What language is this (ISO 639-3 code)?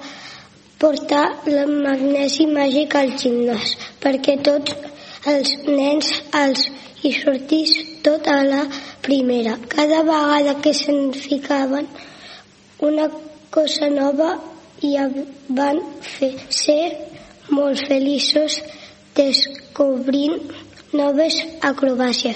cat